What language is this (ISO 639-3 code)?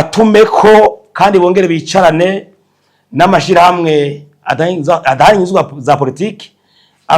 run